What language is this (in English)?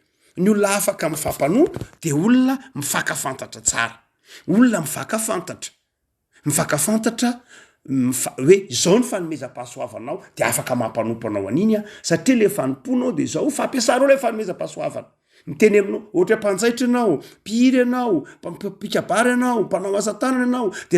Malagasy